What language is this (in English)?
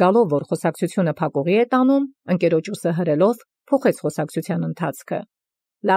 Armenian